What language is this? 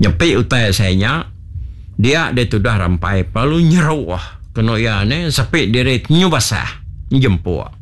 Iban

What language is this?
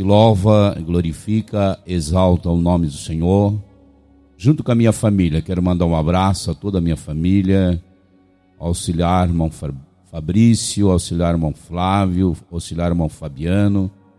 Portuguese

